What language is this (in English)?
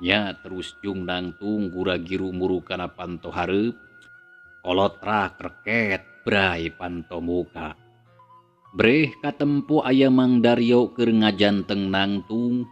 Sundanese